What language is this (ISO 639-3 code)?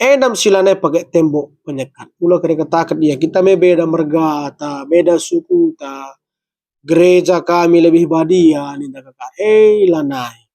btx